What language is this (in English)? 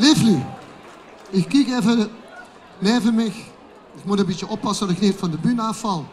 Limburgish